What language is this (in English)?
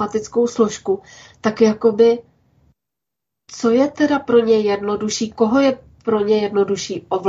Czech